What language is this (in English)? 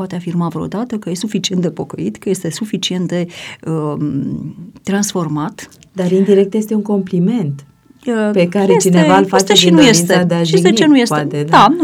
Romanian